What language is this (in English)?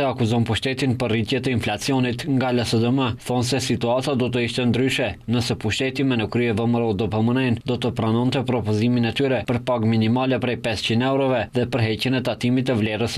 Albanian